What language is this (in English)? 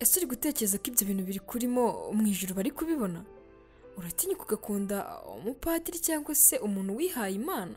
Kinyarwanda